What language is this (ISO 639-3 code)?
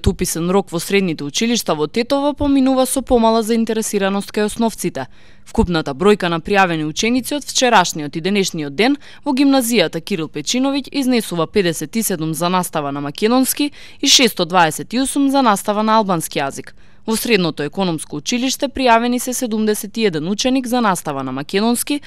mkd